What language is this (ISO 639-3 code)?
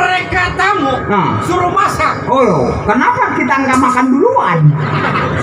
bew